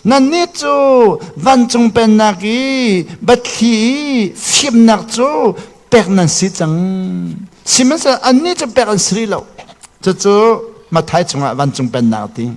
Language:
Hakha Chin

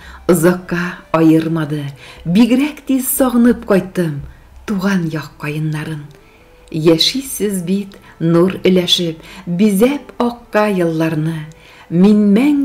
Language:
Tatar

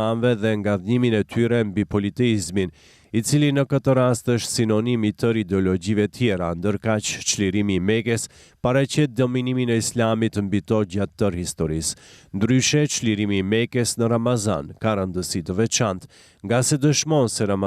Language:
Albanian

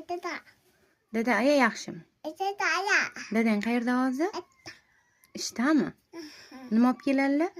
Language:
Uzbek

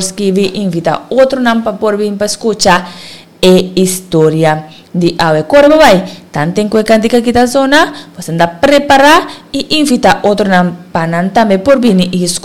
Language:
Papiamento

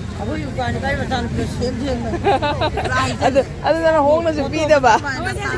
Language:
Manipuri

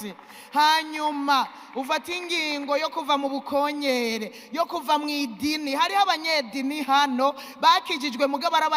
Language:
Rundi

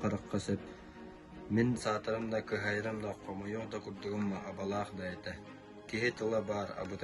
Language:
Yakut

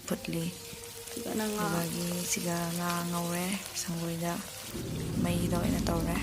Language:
Manipuri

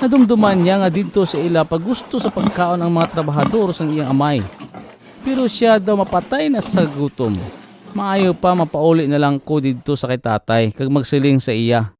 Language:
Hiligaynon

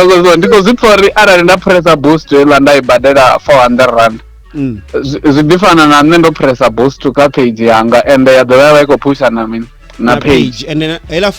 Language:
Venda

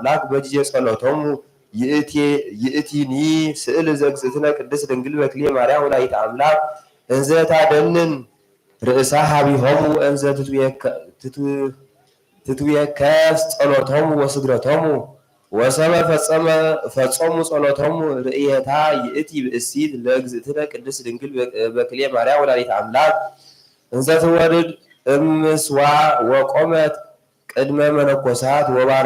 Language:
Geez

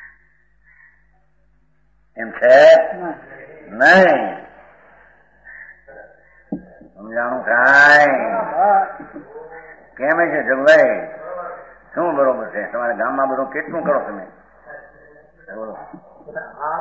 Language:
Gujarati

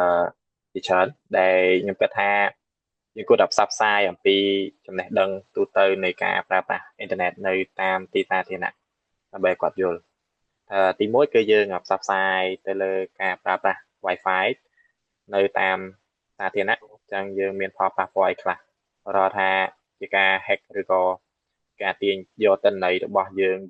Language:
Khmer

